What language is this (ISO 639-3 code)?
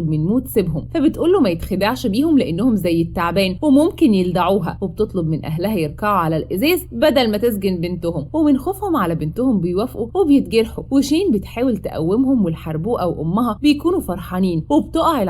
arz